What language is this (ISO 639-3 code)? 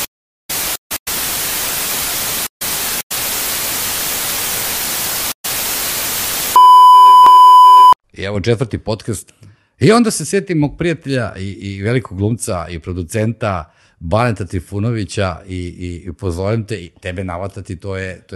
srp